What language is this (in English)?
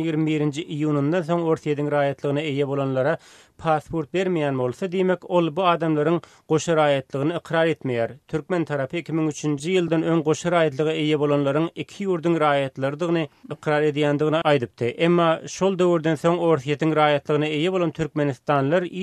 Turkmen